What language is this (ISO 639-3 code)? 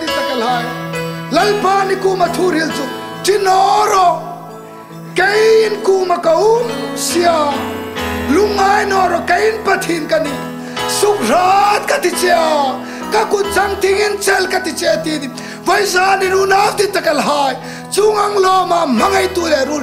hmr